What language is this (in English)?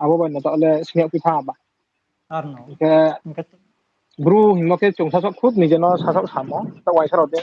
Riang (India)